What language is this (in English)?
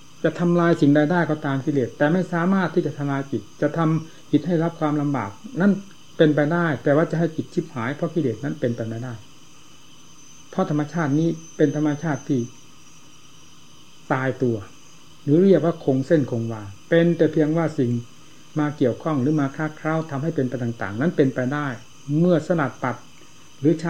Thai